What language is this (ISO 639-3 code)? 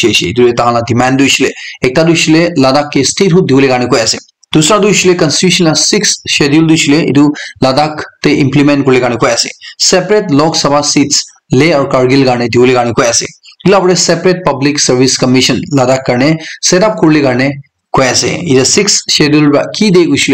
nag